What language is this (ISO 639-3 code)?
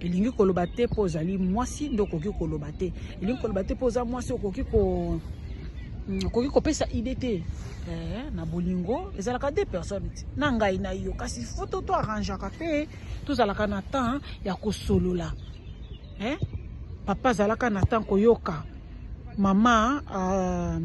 lin